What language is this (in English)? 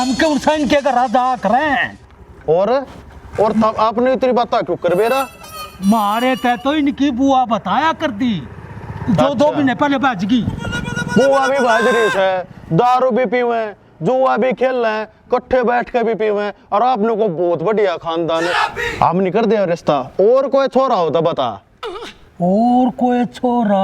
Haryanvi